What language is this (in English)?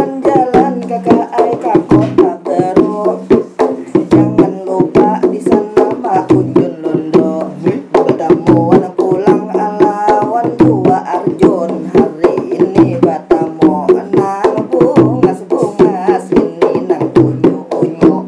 Banjar